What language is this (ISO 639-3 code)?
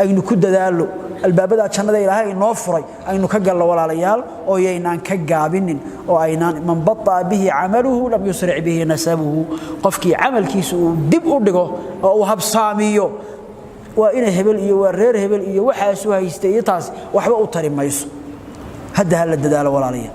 som